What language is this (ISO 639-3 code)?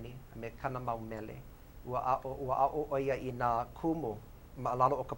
haw